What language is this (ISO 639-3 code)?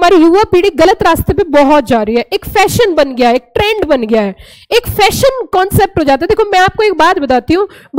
hin